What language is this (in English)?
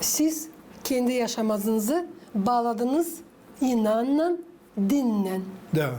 Gagauz